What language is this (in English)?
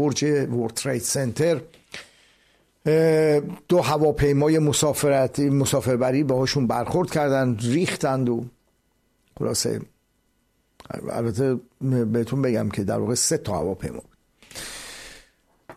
Persian